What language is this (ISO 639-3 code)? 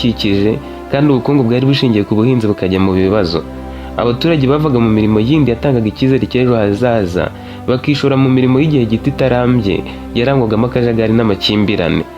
kin